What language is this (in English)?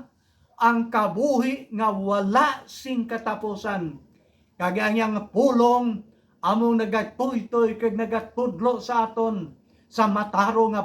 Hiligaynon